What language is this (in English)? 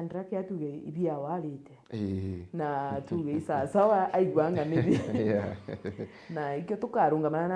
Meru